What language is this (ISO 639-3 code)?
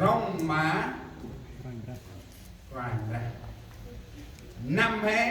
cmo